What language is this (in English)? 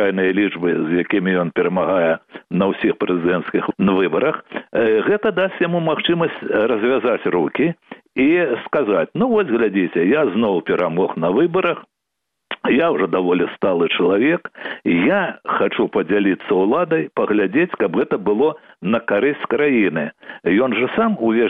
Belarusian